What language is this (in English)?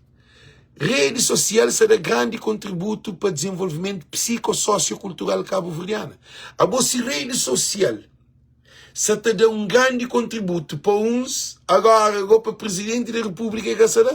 Kabuverdianu